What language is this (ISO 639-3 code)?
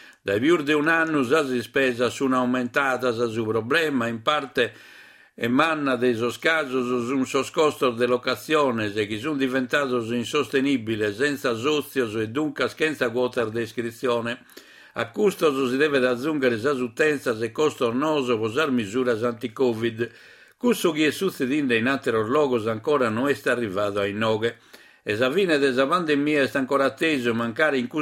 srd